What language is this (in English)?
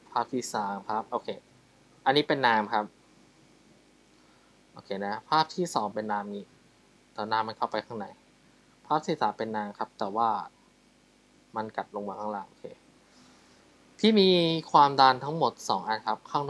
Thai